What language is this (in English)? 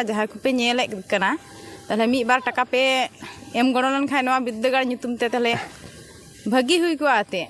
Santali